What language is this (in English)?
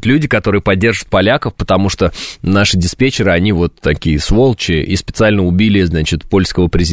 Russian